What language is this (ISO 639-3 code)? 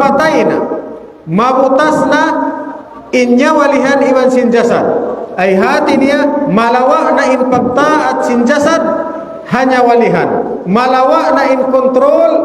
tsg